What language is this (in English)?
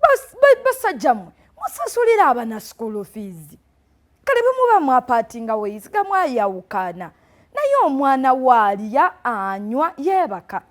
Ganda